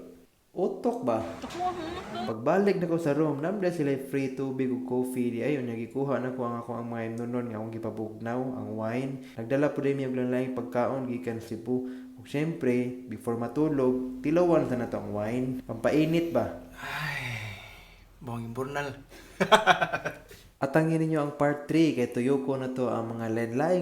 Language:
Cebuano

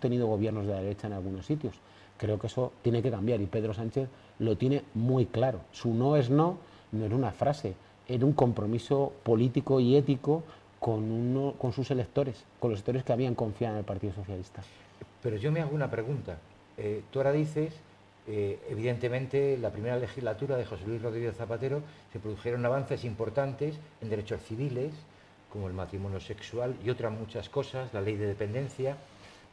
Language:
Spanish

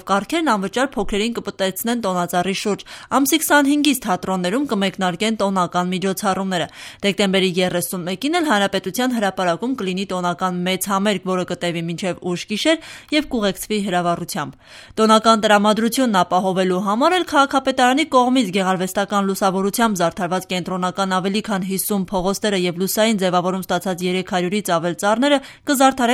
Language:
Armenian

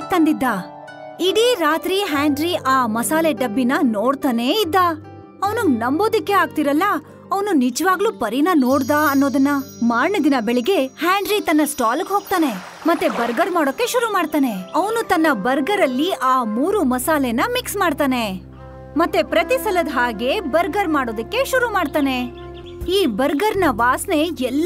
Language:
Kannada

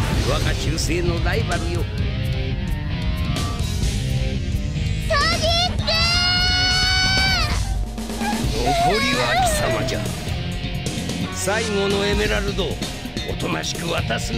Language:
Japanese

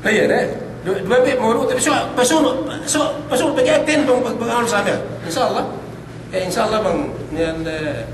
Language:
Yakan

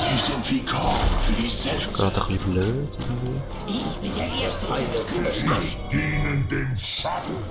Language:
Swiss German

